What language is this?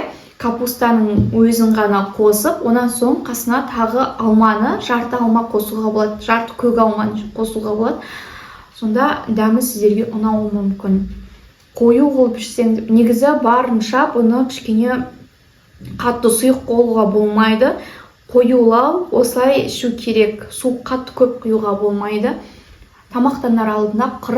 Kazakh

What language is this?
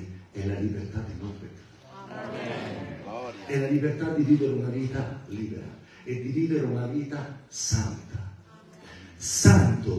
Italian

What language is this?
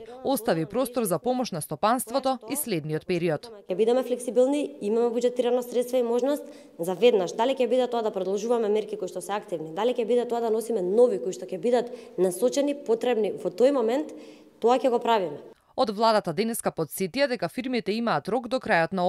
Macedonian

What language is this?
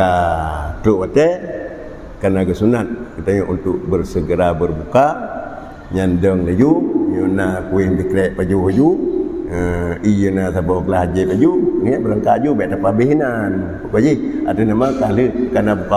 Achinese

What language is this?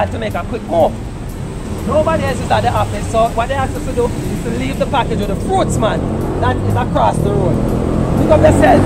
Jamaican Creole English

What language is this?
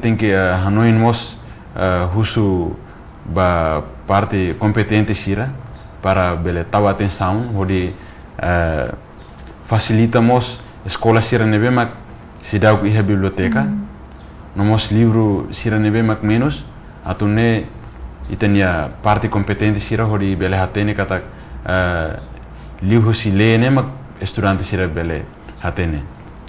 Tetum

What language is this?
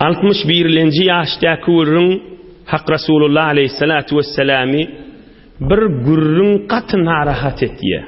Turkmen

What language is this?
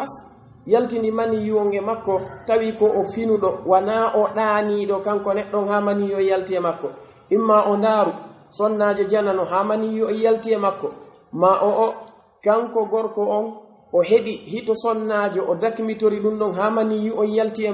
Pular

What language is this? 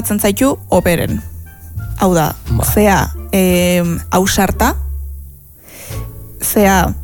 Basque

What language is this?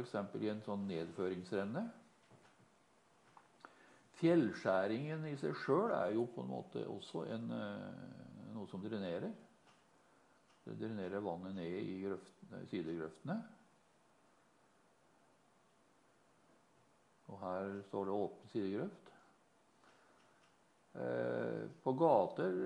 Norwegian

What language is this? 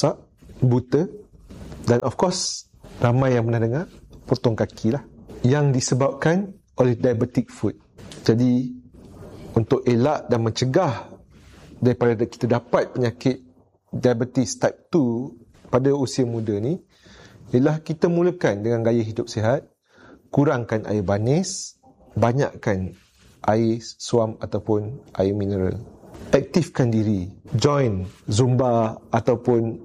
Malay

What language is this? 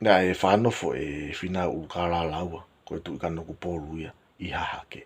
Tongan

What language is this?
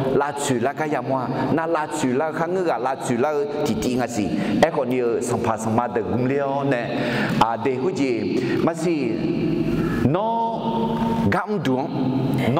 Akha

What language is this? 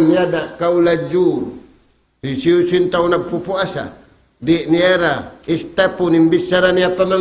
Tausug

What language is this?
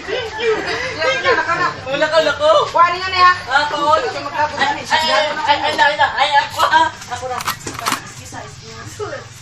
Cebuano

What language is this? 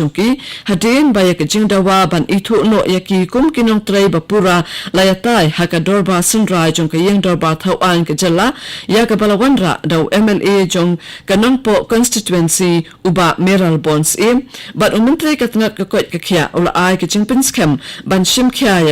Khasi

